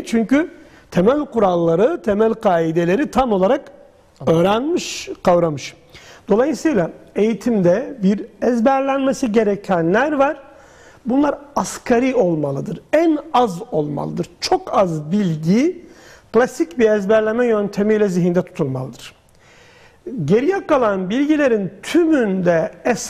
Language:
Turkish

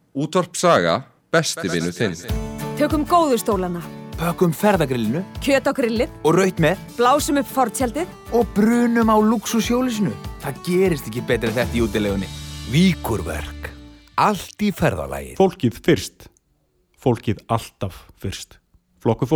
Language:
Icelandic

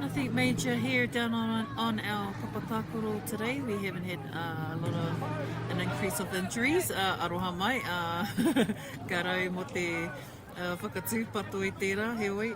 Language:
Māori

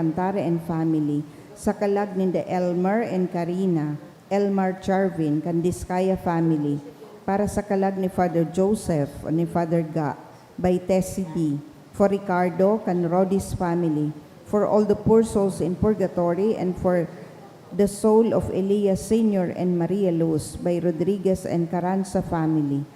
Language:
Bikol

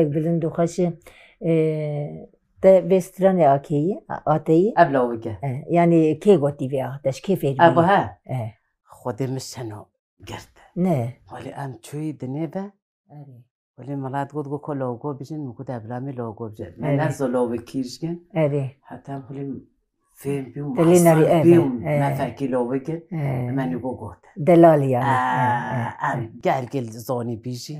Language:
Kurdish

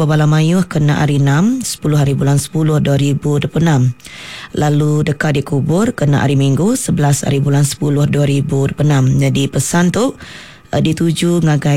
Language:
Iban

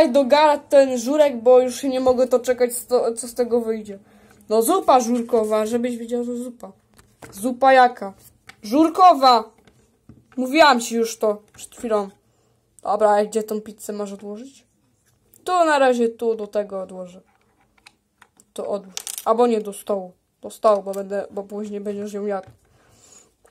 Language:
Polish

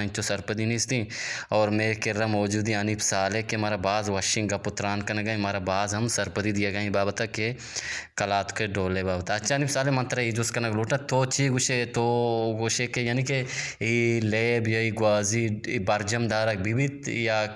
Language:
Eastern Balochi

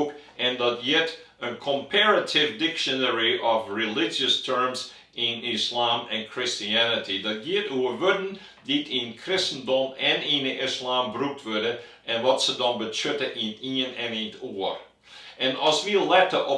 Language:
Western Frisian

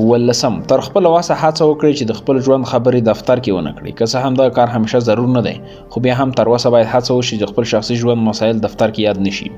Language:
Pashto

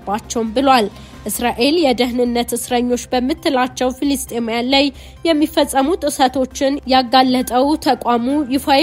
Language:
Amharic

